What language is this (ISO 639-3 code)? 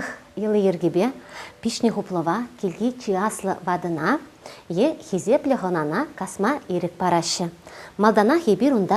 chv